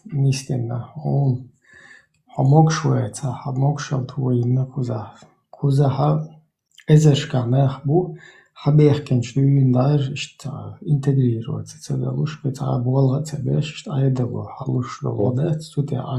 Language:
Chechen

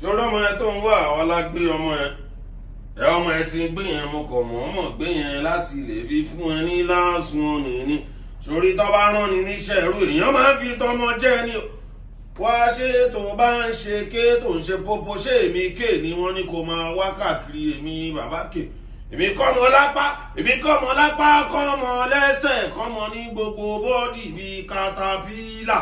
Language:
Yoruba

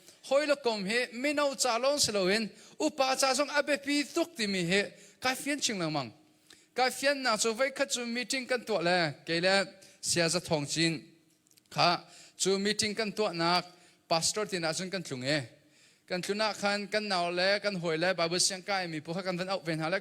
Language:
Hakha Chin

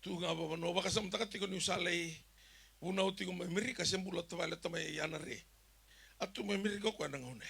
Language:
Fijian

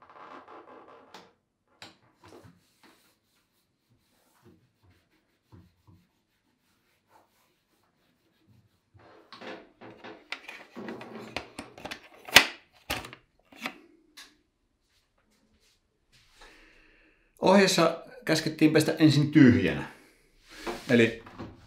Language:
Finnish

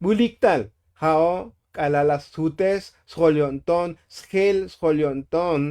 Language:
Tzotzil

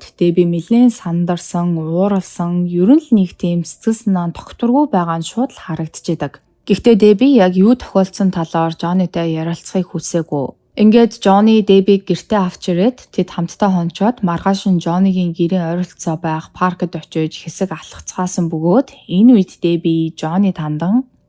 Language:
Mongolian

